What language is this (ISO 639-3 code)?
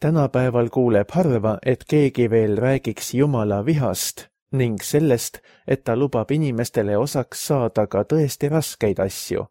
est